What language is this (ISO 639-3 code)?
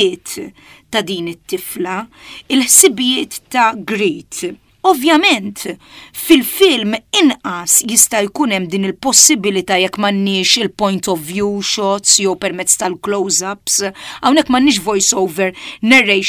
mlt